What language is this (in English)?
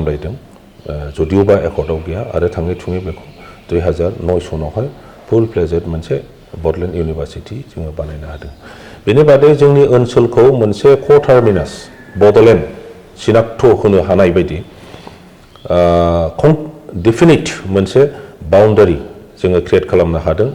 Bodo